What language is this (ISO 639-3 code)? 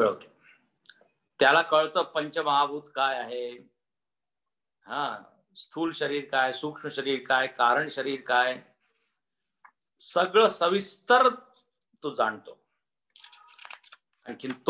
mar